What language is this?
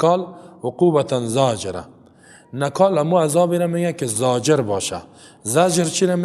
Persian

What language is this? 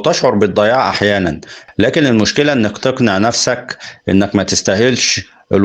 Egyptian Arabic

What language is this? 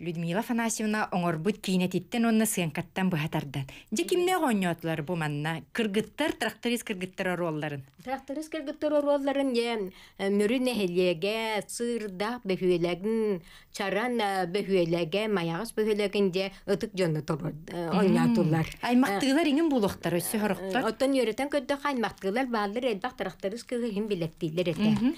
Yakut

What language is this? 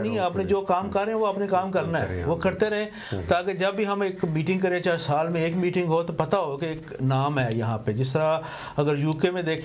Urdu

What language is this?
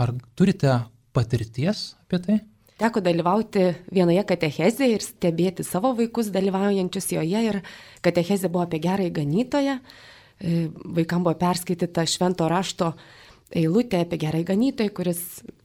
Lithuanian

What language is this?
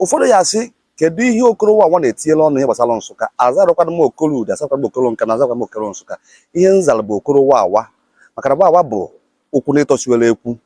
Igbo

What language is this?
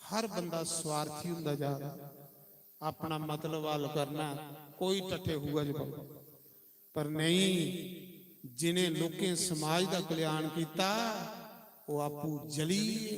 Dogri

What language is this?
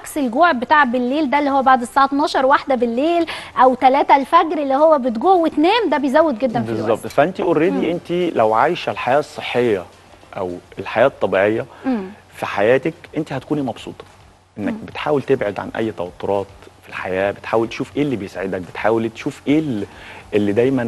Egyptian Arabic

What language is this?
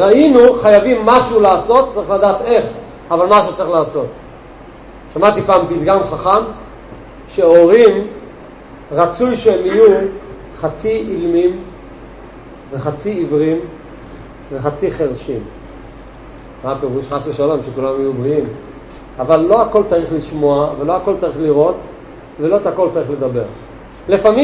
Hebrew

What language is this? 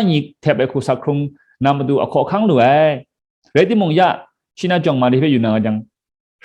Kachin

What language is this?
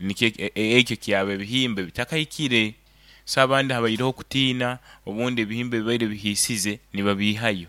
Nyankole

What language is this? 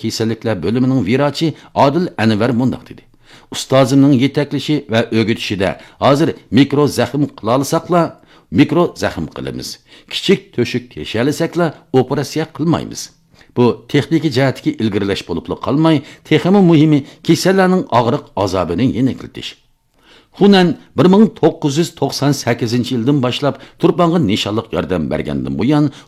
Uyghur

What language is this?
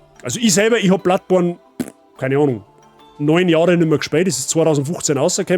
Bavarian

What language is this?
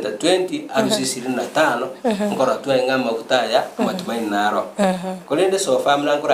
Gusii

